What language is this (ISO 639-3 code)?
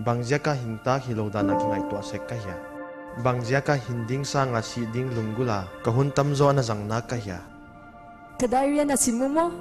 pck